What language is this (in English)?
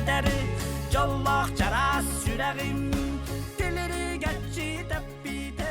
Yakut